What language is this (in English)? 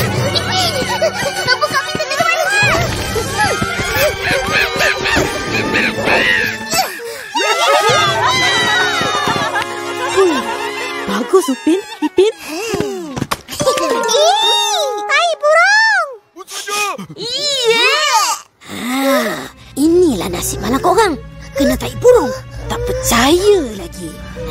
Malay